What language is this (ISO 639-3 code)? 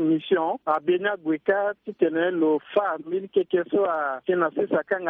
sag